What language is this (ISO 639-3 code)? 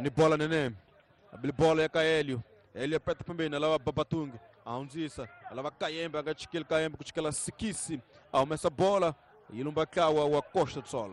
tso